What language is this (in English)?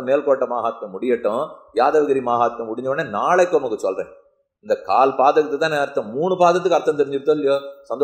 Tamil